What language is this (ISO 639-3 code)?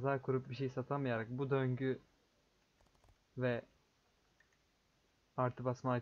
tur